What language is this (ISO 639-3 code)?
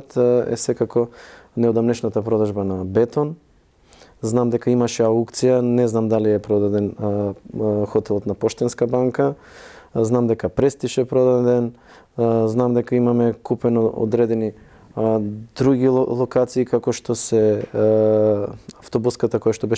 mkd